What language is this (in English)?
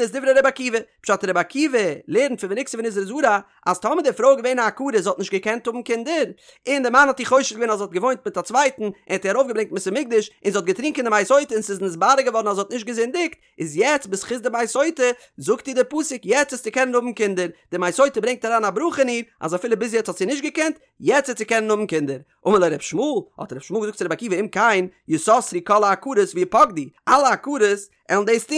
Yiddish